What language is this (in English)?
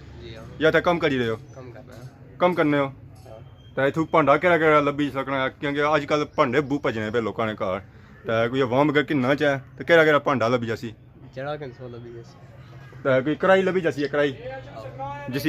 Pahari-Potwari